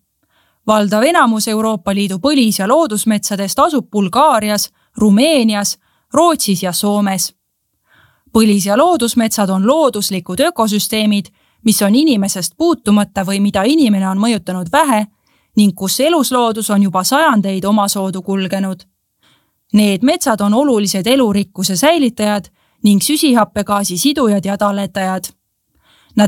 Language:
Estonian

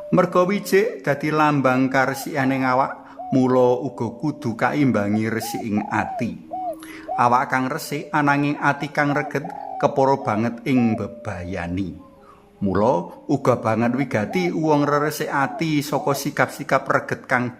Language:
Javanese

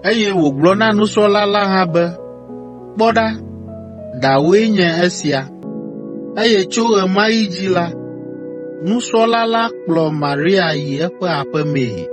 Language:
Ewe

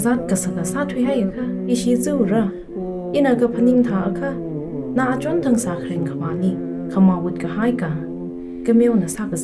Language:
Tangkhul Naga (India)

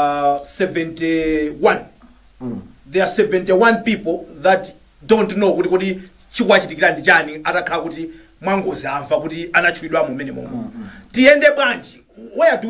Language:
Nyanja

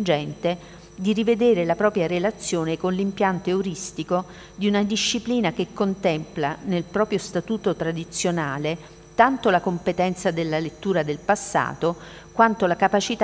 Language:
Italian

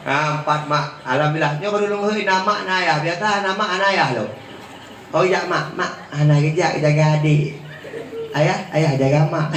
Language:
Achinese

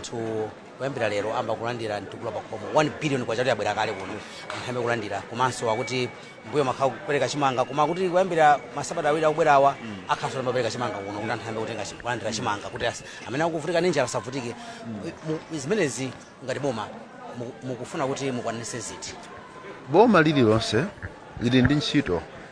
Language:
Nyanja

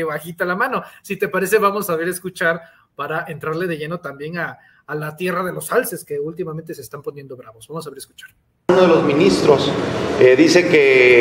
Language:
Spanish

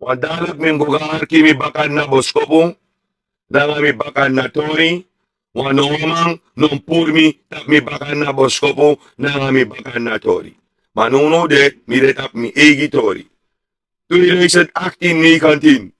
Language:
Sranan Tongo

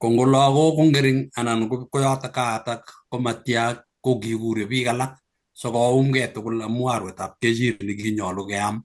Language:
Kalenjin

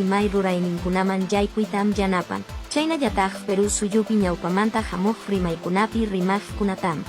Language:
Quechua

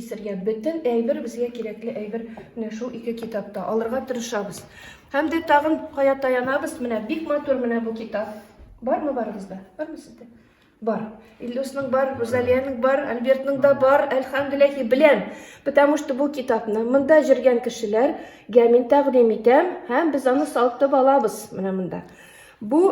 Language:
Tatar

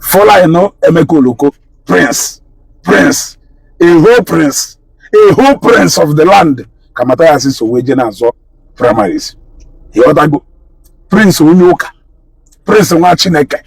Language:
Igbo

